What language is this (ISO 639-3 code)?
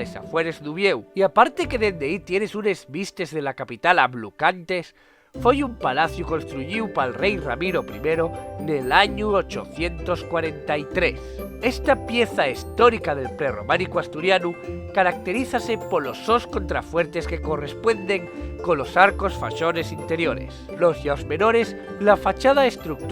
ast